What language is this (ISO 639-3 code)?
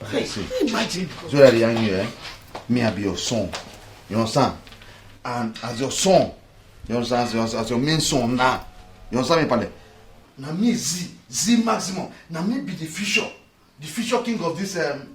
pcm